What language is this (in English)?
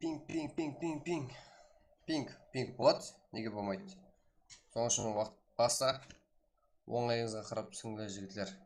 Kara-Kalpak